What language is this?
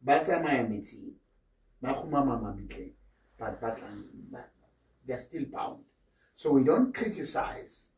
Southern Sotho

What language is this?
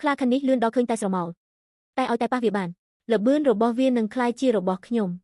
Khmer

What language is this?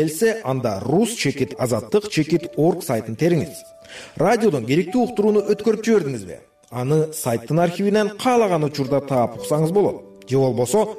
Kyrgyz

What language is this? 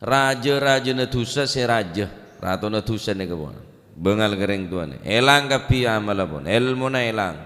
Madurese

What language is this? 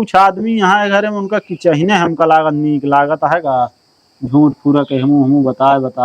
Awadhi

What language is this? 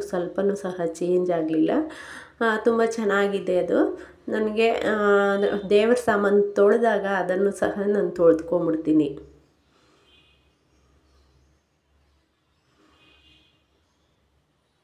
Kannada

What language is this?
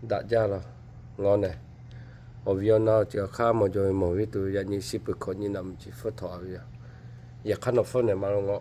Lahu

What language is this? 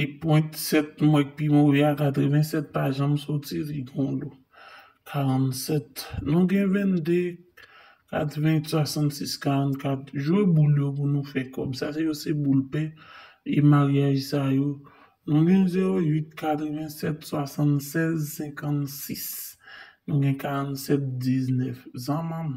Haitian Creole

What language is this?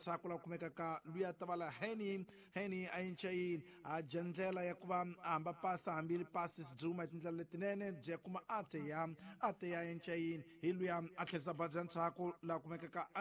Tsonga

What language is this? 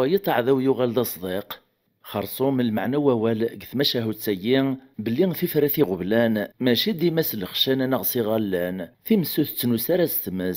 Kabyle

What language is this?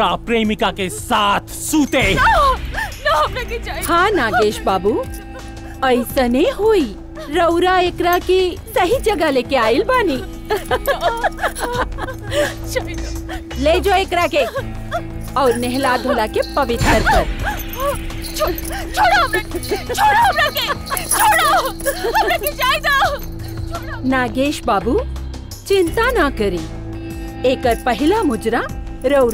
Bhojpuri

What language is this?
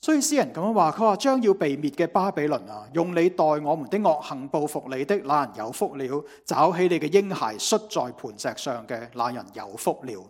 Cantonese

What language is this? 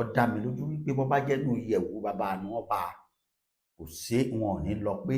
Yoruba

